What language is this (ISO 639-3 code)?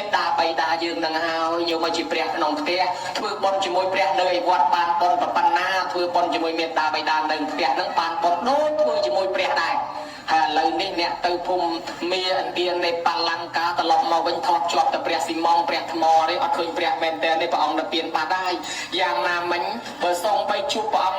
khm